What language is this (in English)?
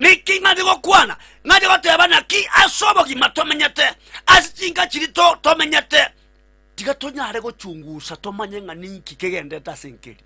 Gusii